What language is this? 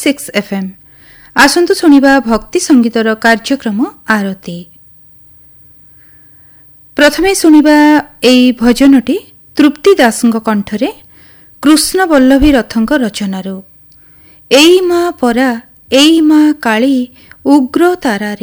Odia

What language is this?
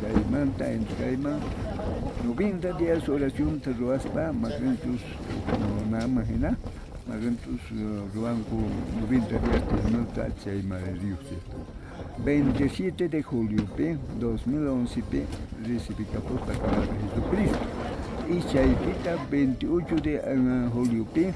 South Bolivian Quechua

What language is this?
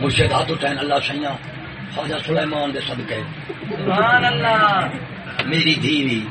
Saraiki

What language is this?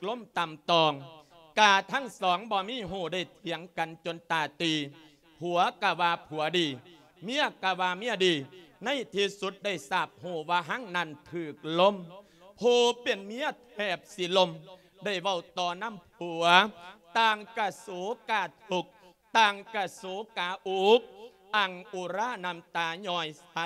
Lao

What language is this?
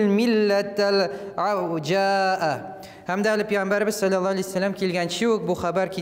Tatar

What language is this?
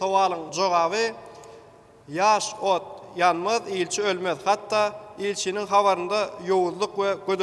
Turkmen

